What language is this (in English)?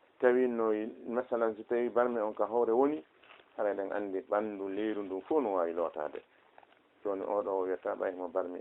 Fula